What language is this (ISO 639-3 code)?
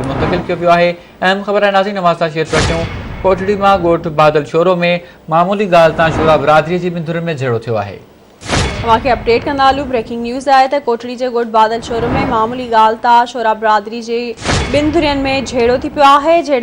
snd